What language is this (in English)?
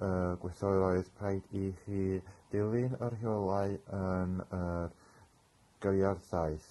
Welsh